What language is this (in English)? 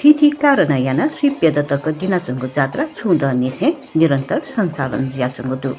Newari